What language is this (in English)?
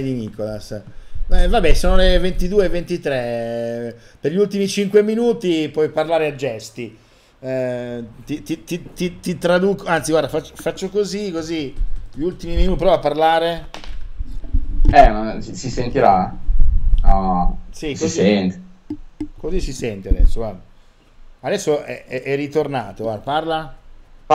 Italian